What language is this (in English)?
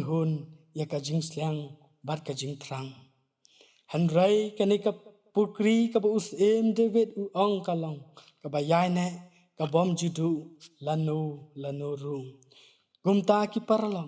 Khasi